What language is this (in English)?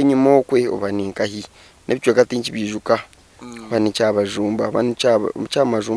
Nyankole